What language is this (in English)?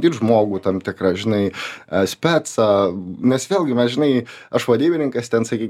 Lithuanian